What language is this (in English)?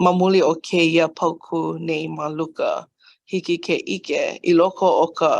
Hawaiian